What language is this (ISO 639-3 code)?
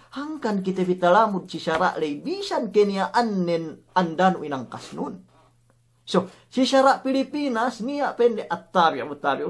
yka